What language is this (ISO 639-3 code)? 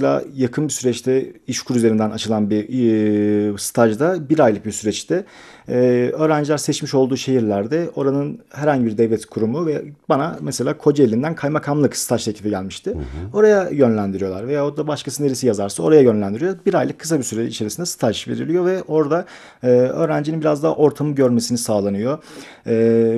tur